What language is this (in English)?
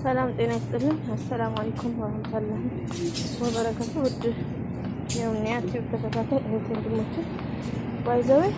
Amharic